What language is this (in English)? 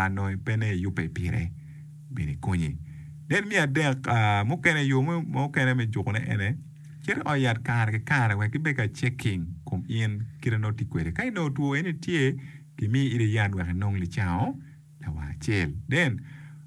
Acoli